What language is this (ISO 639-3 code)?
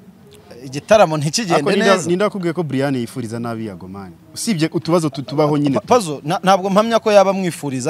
kin